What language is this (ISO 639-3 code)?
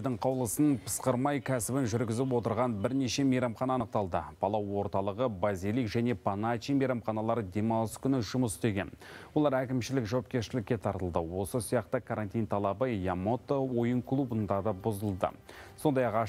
kaz